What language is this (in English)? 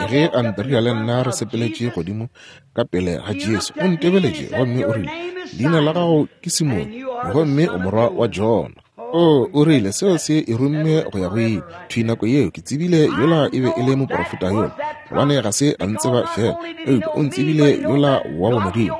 Northern Sotho